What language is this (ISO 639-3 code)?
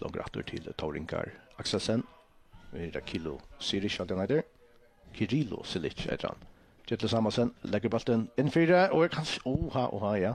fao